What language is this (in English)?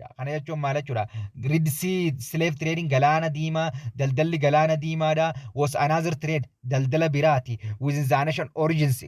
Oromo